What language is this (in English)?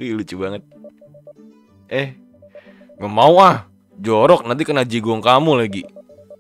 Indonesian